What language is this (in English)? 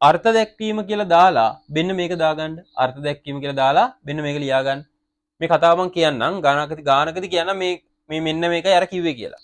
Sinhala